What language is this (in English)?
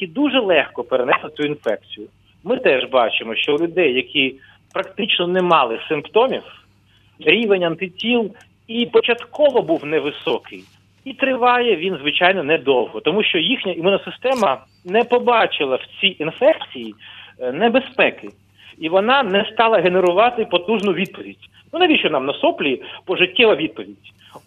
Ukrainian